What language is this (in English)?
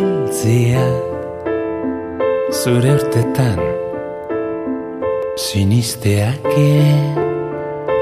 Basque